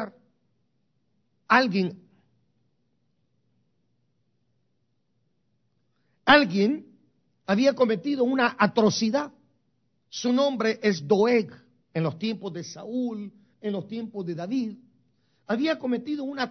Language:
Spanish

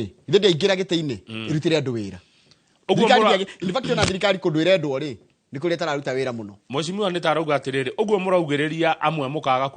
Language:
Kikuyu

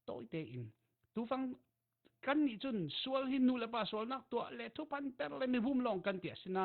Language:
Falam Chin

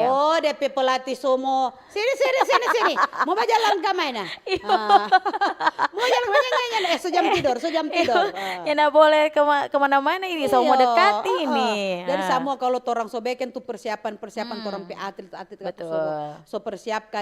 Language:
Manado Malay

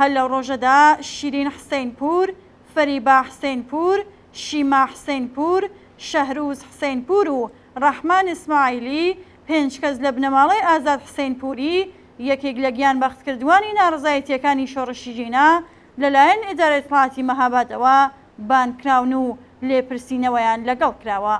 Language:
Central Kurdish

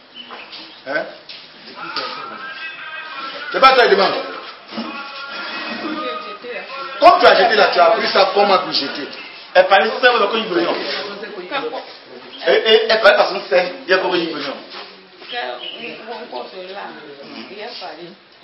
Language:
French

